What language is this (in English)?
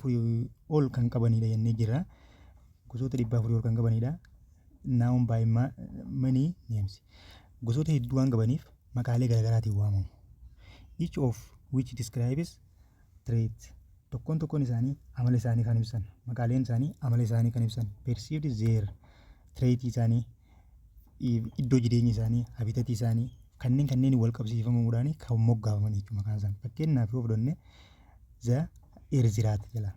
Oromo